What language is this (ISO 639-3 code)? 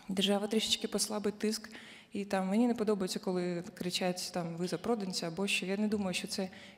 ukr